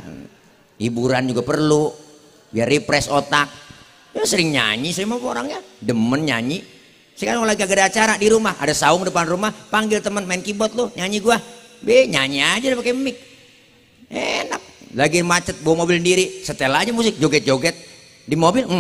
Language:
Betawi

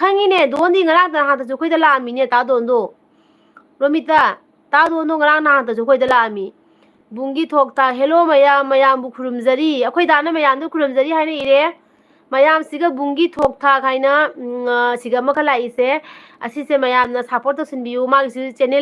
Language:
Manipuri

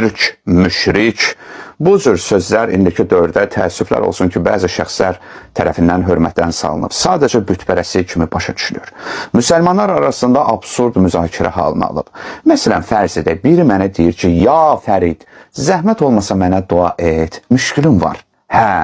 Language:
Azerbaijani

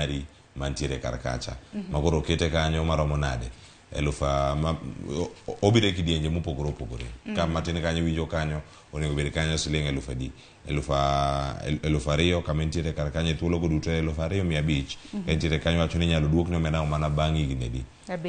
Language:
Luo (Kenya and Tanzania)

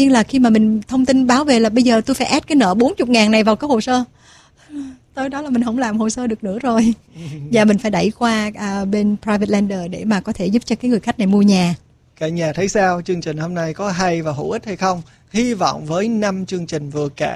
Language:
Vietnamese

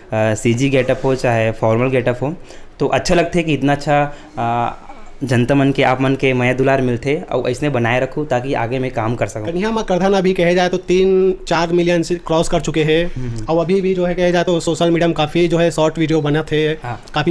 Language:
Chhattisgarhi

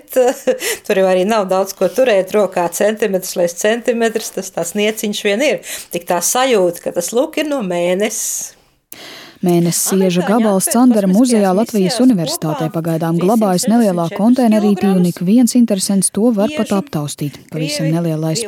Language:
Latvian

